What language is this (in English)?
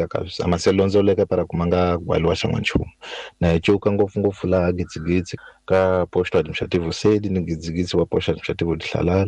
Tsonga